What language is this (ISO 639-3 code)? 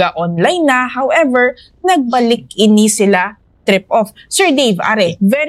hil